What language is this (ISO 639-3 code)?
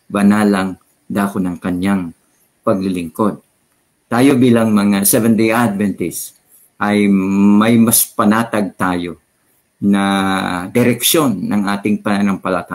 fil